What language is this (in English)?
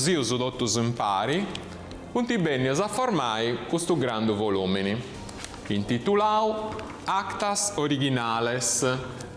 Sardinian